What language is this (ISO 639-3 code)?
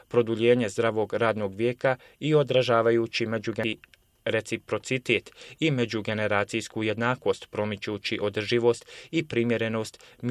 bos